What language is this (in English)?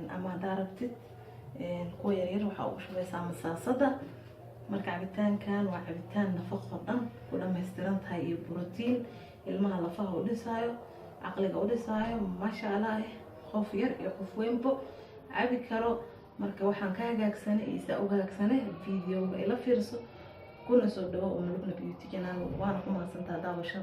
Somali